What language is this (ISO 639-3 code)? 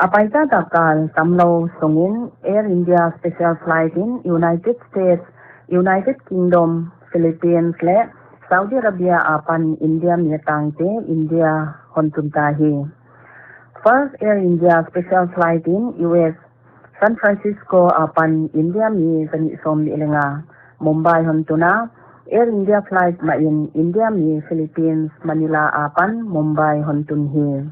pck